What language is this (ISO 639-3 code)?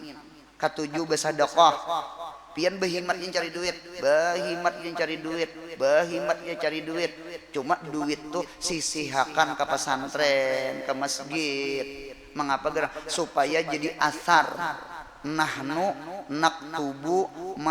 bjn